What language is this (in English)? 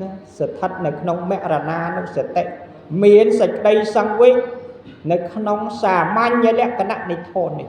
Khmer